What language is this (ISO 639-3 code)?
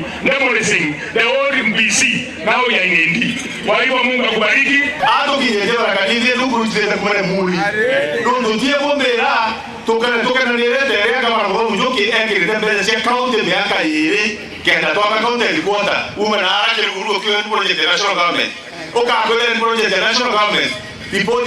mer